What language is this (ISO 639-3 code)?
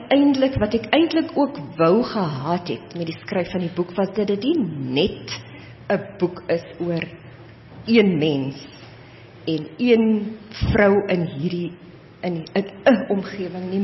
afr